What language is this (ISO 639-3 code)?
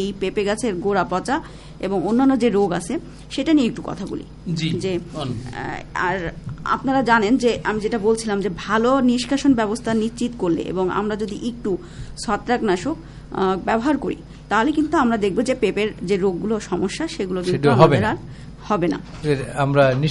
ben